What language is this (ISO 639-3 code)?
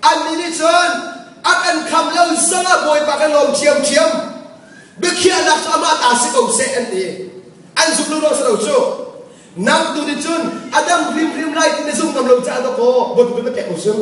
cnh